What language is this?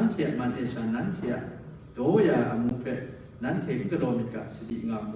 Kachin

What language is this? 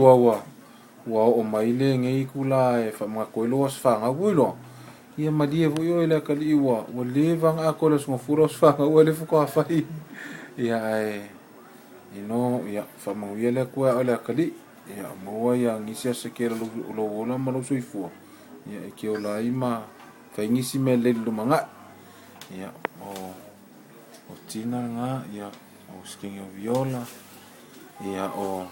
Samoan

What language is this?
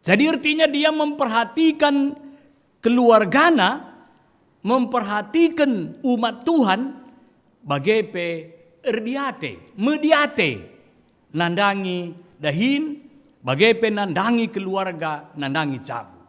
Batak Karo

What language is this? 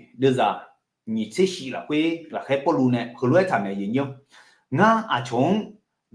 Akha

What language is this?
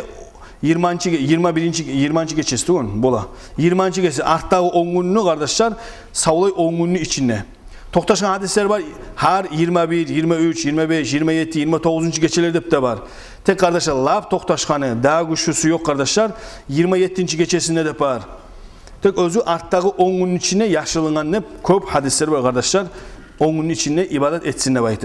Kumyk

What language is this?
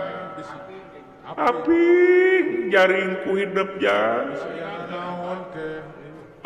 Sundanese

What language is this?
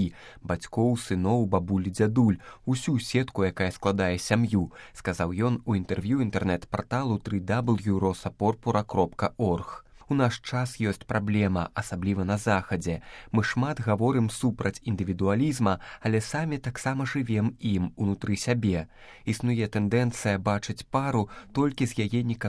Belarusian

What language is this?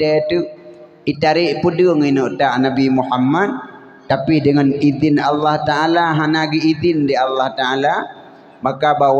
Achinese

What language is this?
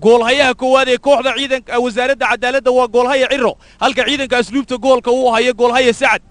Somali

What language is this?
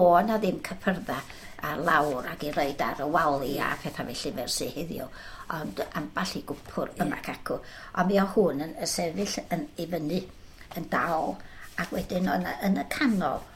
Welsh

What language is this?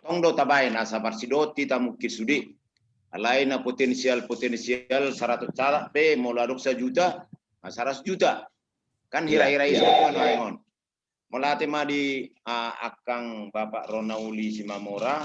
Batak Toba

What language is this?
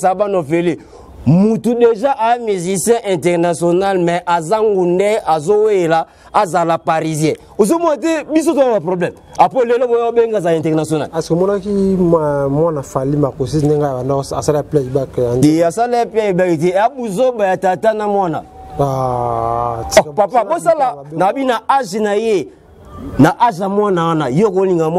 Lingala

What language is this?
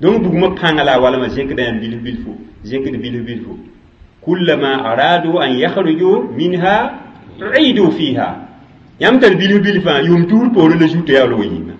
Mossi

